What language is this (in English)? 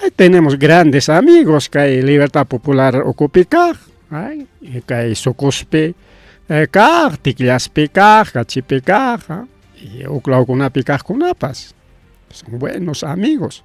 Ayacucho Quechua